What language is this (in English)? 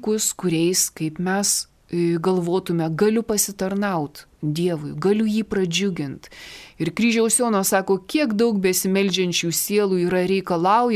Lithuanian